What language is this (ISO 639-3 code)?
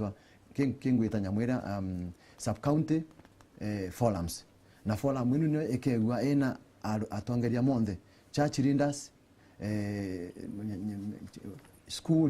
mer